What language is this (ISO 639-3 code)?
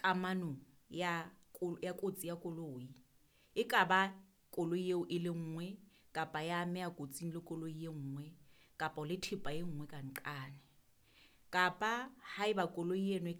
sot